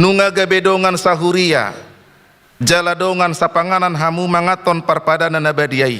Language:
Batak Toba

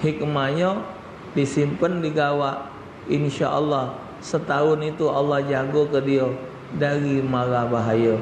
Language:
Musi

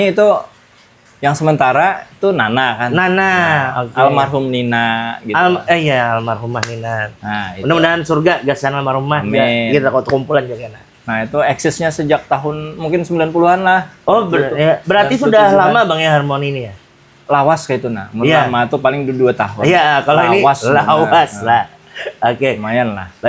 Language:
Banjar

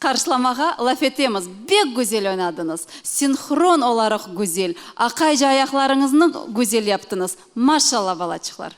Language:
Crimean Tatar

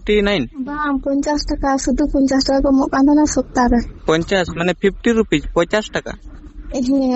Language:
Santali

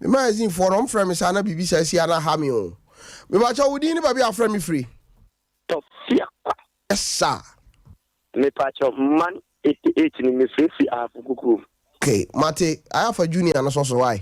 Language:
Akan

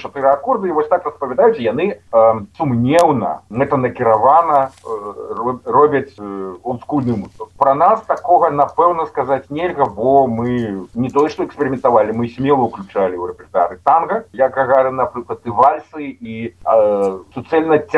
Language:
Belarusian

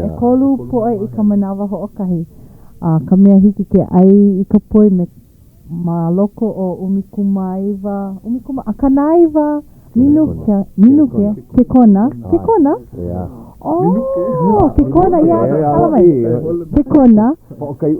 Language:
Hawaiian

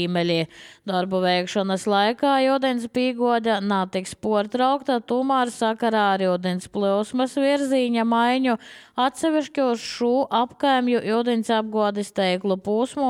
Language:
Latvian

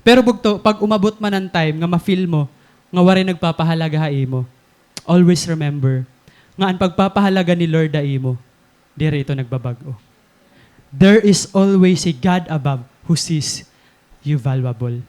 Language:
Waray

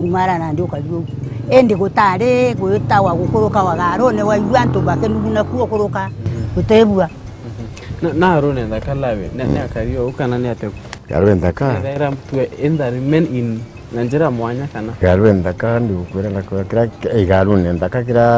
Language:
Meru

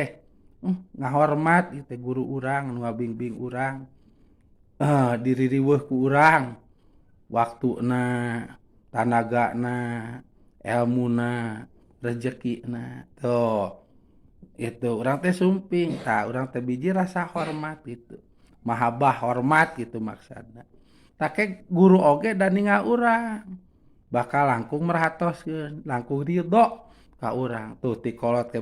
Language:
Sundanese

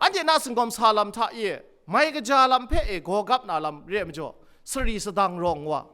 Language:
Kachin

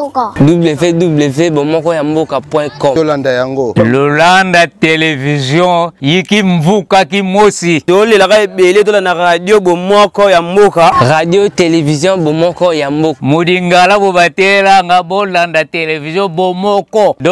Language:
Lingala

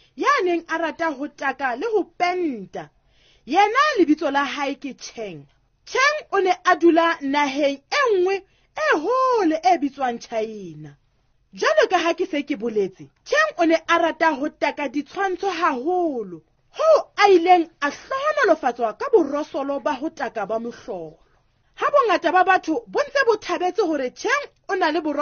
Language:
Southern Sotho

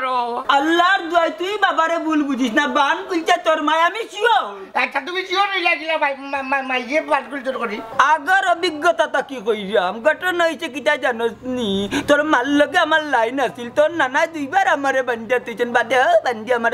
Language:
Sylheti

